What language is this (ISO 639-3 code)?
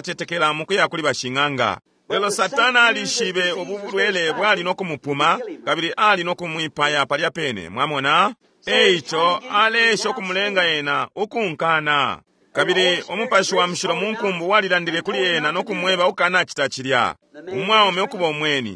bem